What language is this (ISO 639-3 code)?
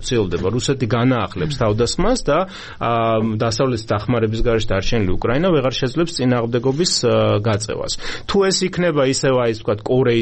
kat